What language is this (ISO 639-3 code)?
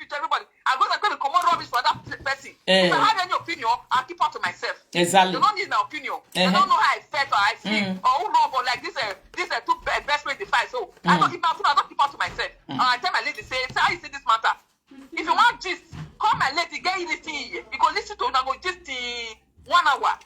pcm